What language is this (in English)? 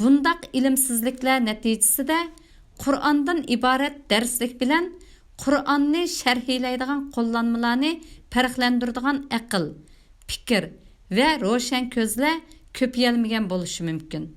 Uyghur